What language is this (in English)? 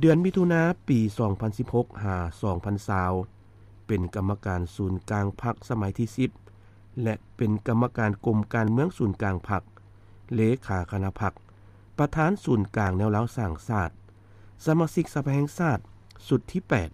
Lao